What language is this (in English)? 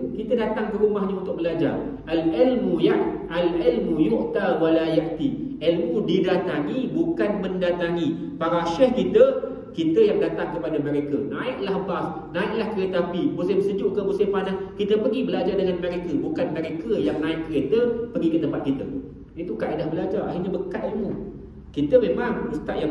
Malay